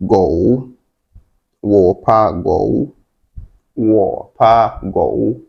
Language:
Wolof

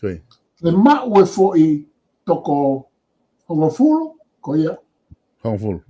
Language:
Tongan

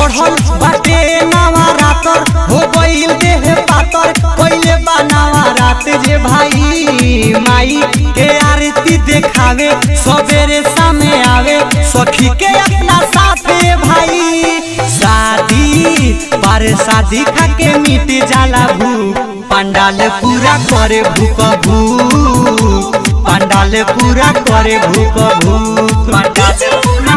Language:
Bhojpuri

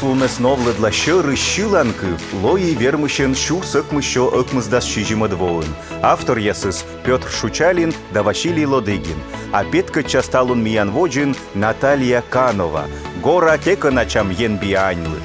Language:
Komi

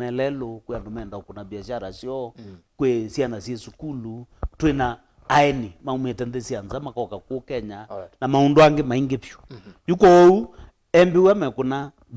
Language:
Kamba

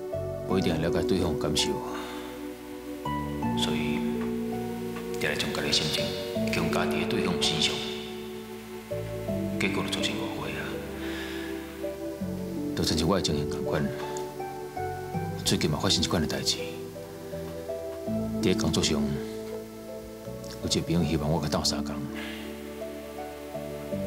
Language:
Min Nan Chinese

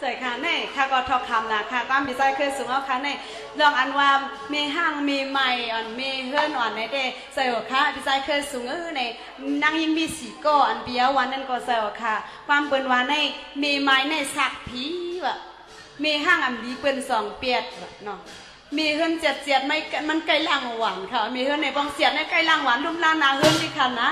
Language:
Shan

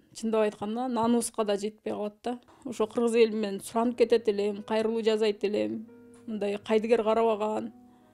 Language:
Kyrgyz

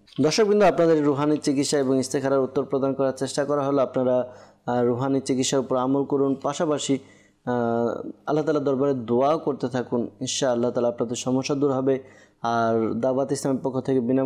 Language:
Bangla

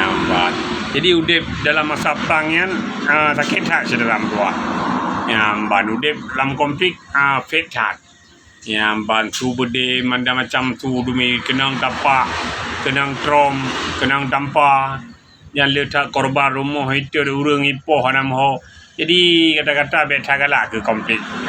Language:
Achinese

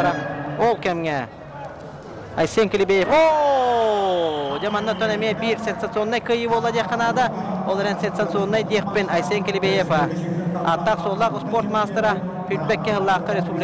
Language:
Yakut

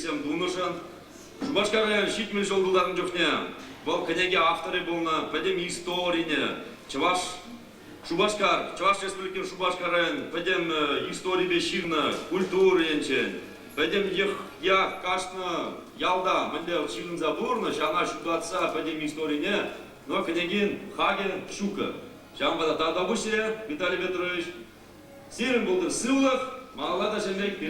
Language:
Chuvash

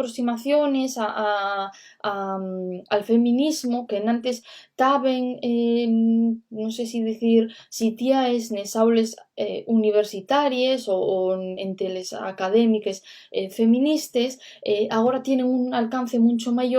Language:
Asturian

